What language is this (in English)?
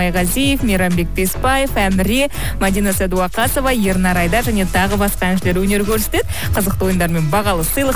Kazakh